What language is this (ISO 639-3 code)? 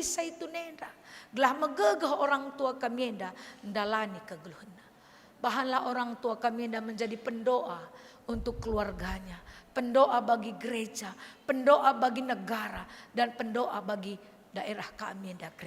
btx